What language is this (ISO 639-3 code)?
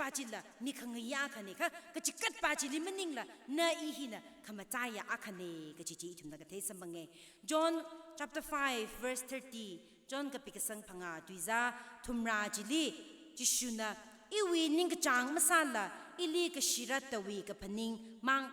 nmf